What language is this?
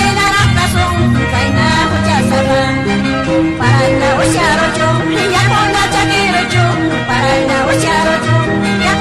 Ayacucho Quechua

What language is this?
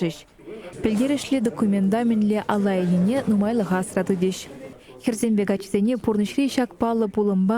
Chuvash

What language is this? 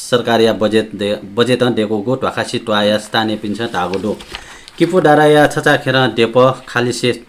Newari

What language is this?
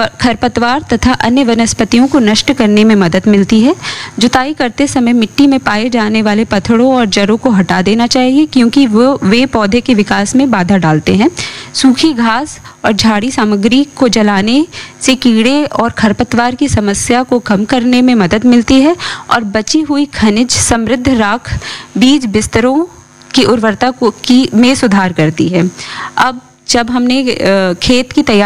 Hindi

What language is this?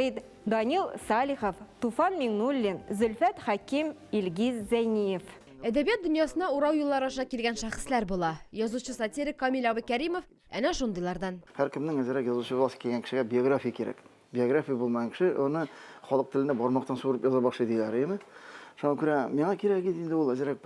Tatar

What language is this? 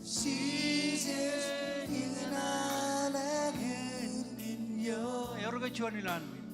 Marshallese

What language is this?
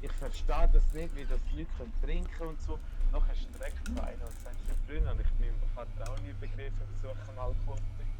Swiss German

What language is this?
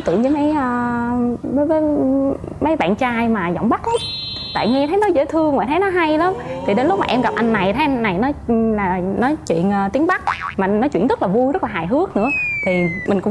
Vietnamese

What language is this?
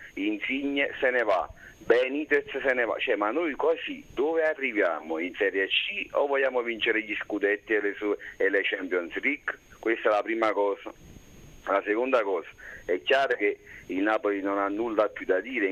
Italian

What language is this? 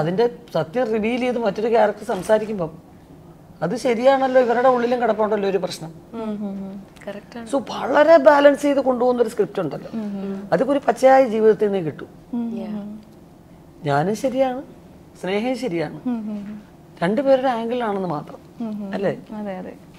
Malayalam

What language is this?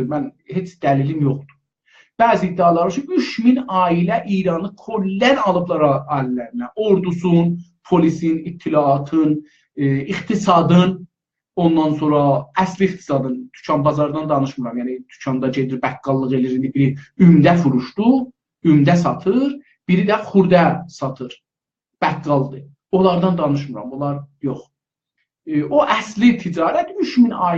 South Azerbaijani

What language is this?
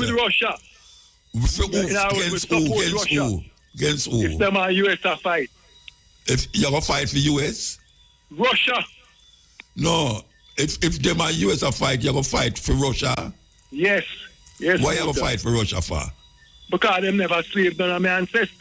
Jamaican Creole English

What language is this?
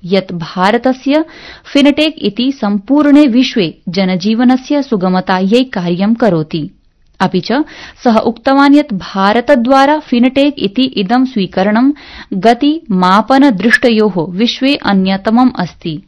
Sanskrit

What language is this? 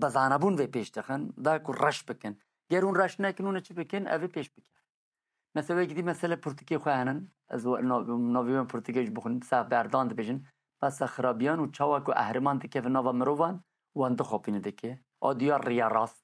Kurdish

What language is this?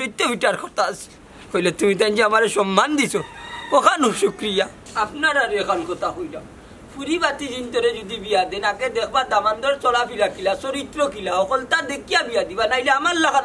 Sylheti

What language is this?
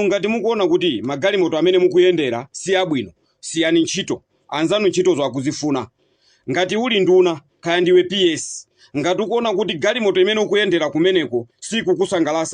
Nyanja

